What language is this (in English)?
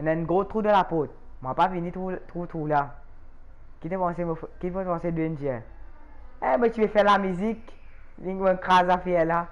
Morisyen